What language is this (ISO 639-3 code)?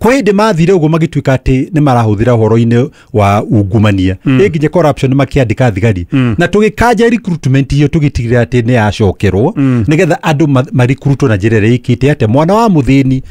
kik